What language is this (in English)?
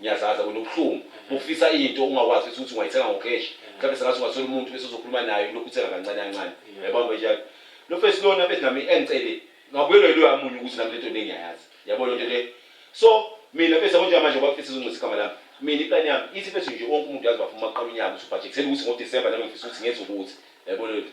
Zulu